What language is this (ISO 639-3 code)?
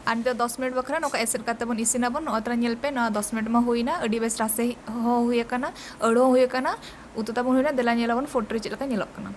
sat